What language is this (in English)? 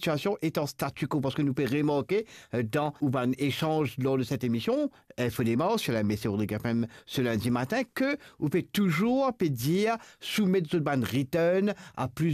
Morisyen